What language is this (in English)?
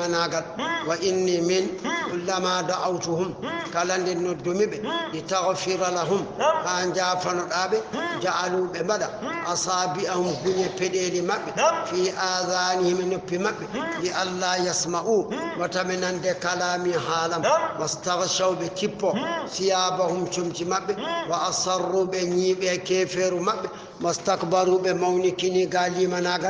Fula